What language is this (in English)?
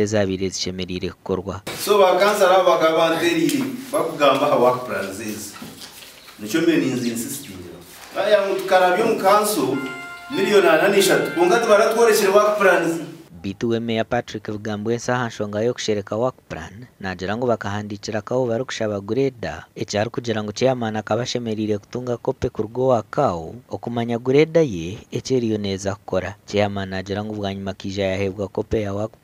Nyankole